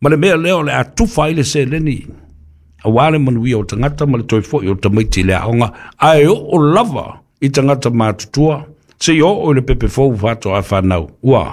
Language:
Samoan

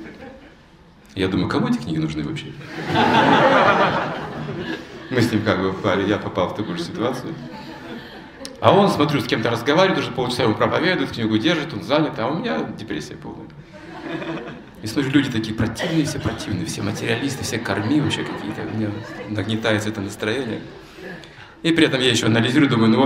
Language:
Russian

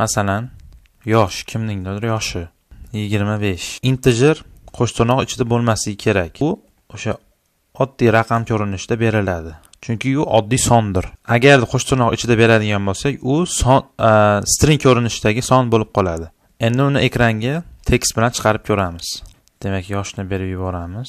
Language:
Uzbek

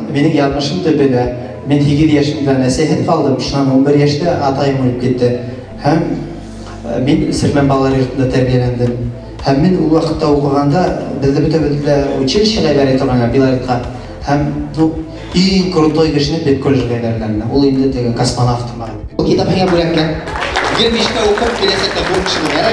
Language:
Bashkir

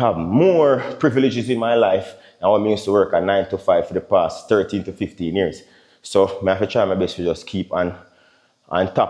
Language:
Jamaican Creole English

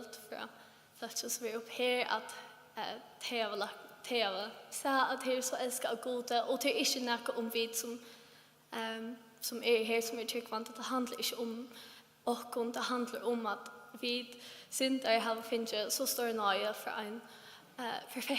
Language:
Faroese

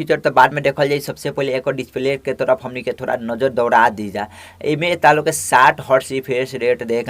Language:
Bhojpuri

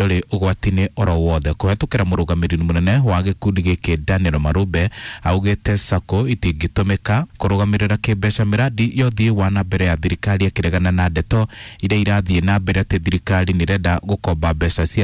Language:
Kikuyu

